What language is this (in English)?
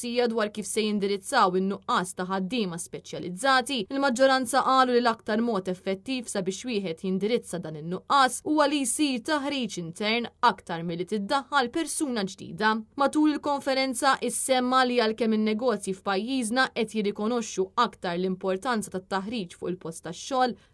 Maltese